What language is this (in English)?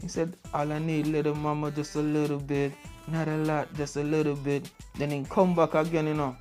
Jamaican Creole English